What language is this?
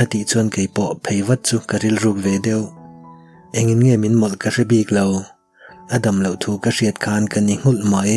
Mizo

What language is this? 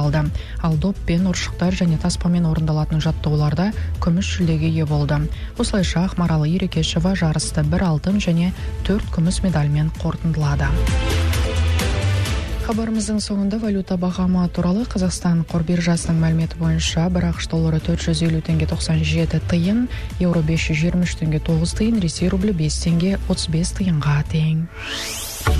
Kazakh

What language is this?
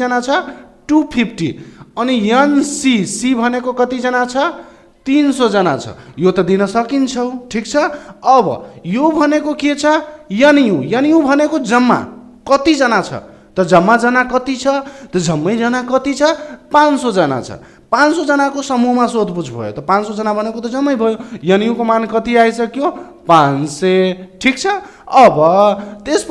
Nepali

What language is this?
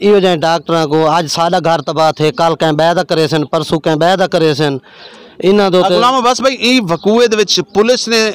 Saraiki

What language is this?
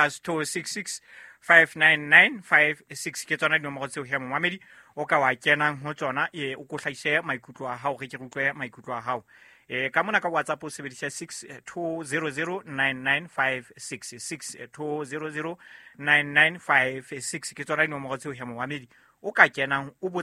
Southern Sotho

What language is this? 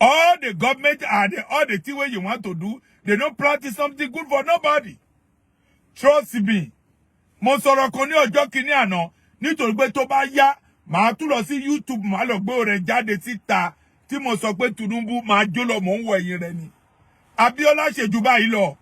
Yoruba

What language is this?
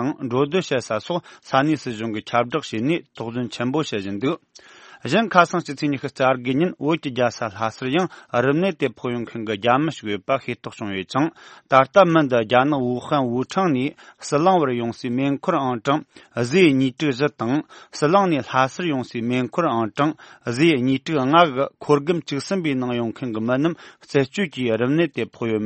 Tibetan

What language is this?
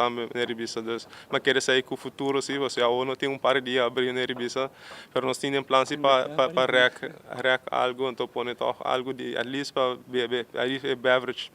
Papiamento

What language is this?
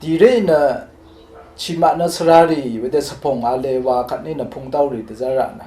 Rawang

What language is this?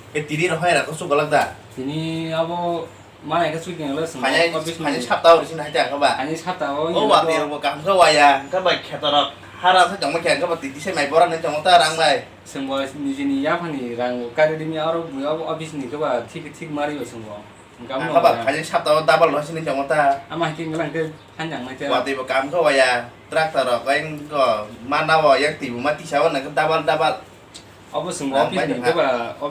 Kok Borok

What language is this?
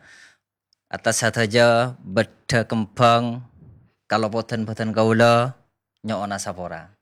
Madurese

